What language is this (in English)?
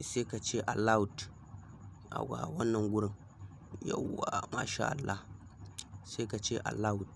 Hausa